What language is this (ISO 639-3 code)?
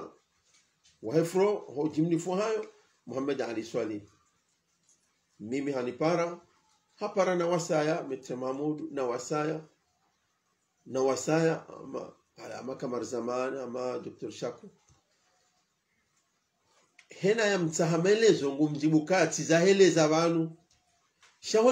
swa